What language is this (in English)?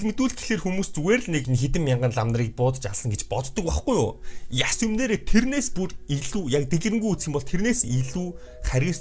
Mongolian